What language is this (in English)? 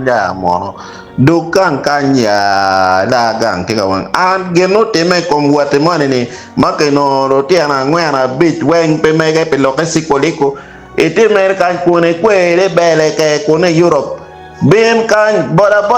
Acoli